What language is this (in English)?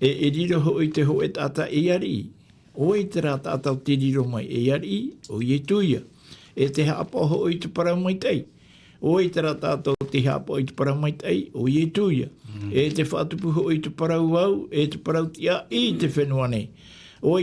Tahitian